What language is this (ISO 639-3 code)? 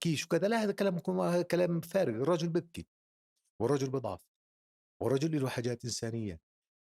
apc